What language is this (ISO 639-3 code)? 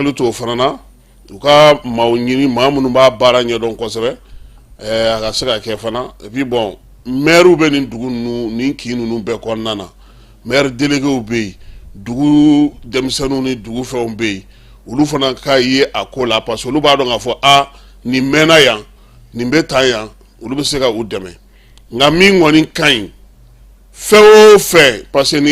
bam